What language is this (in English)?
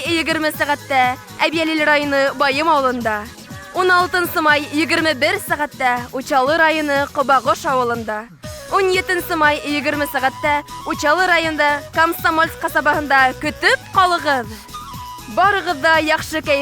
Bashkir